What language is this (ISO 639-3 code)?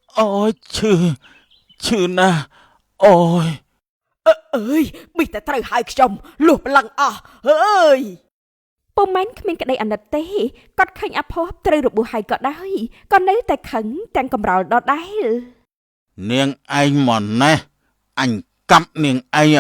khm